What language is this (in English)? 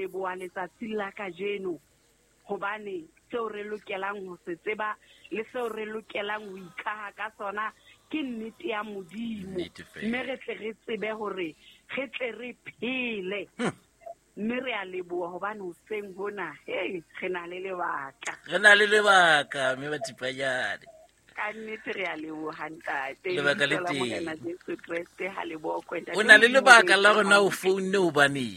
Southern Sotho